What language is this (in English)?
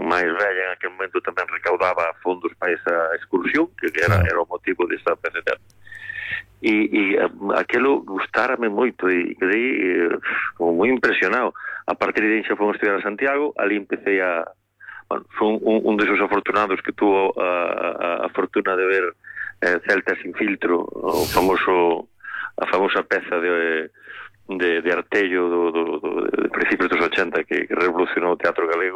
Galician